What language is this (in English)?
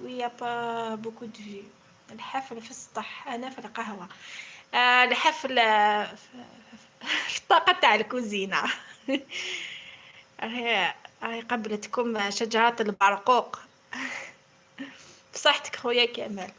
Algerian Arabic